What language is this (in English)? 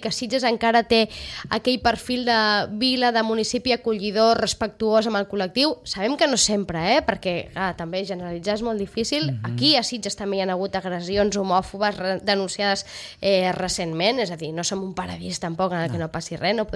Catalan